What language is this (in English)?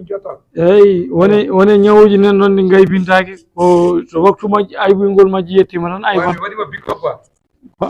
Fula